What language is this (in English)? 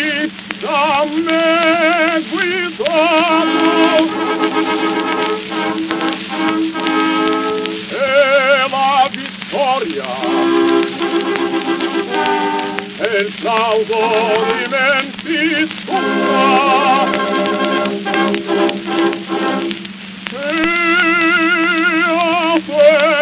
Italian